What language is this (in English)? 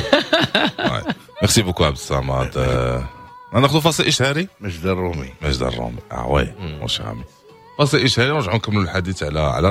Moroccan Arabic